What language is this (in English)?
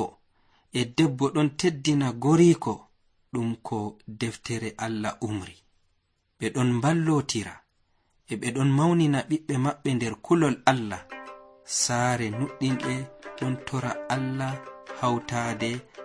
Nigerian Fulfulde